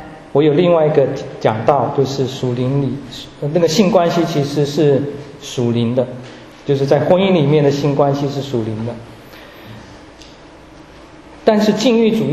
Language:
Chinese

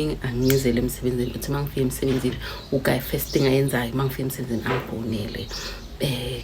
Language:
Zulu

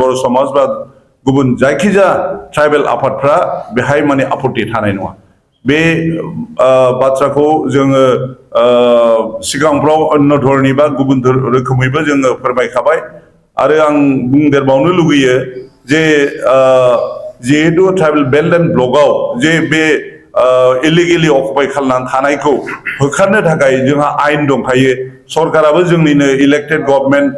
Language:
Bodo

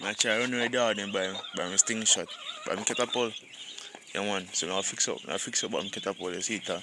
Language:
Jamaican Creole English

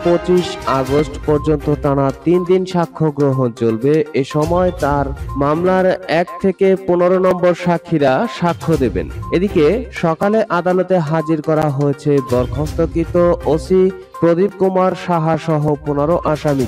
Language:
Bangla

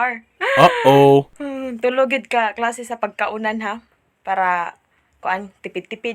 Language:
Cebuano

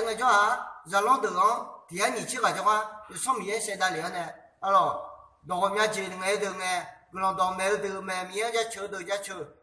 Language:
Akha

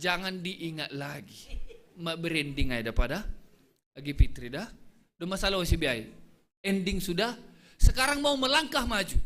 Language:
Batak Simalungun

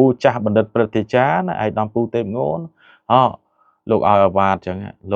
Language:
Khmer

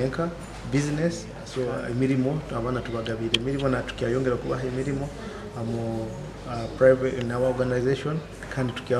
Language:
Nyoro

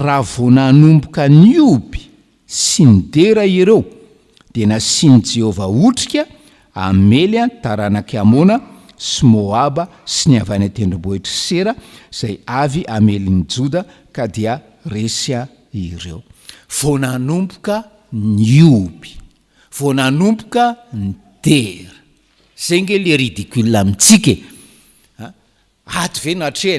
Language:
Malagasy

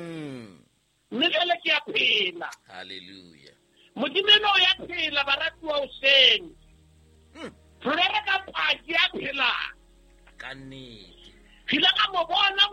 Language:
Southern Sotho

